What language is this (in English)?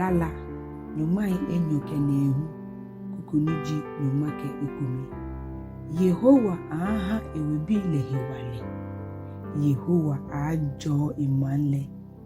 Ga